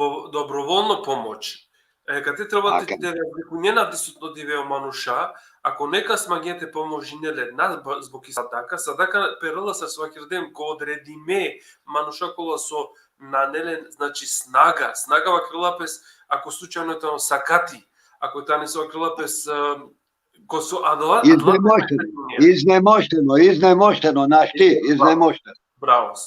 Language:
Balkan Romani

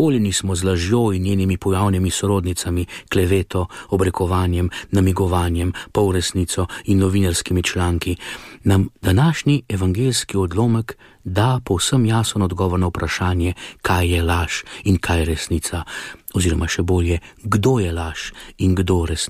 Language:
Slovenian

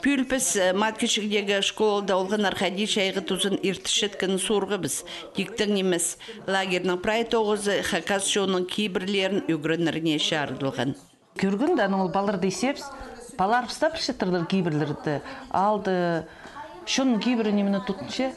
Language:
Khakas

